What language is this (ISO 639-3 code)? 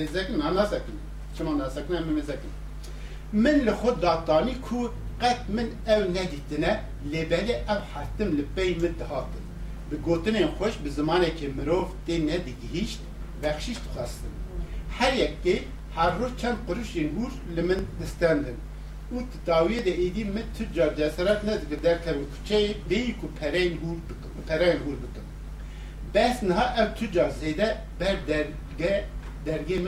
kur